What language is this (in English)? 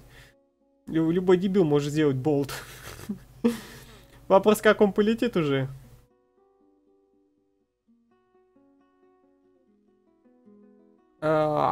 Russian